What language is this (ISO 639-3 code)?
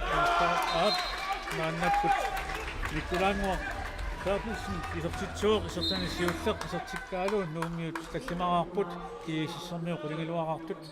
kal